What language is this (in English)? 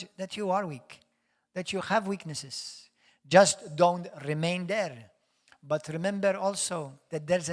English